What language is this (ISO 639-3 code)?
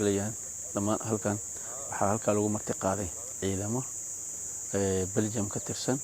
som